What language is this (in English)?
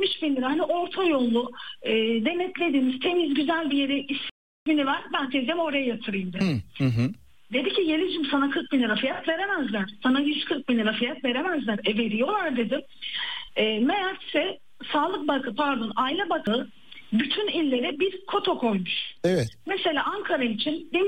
Turkish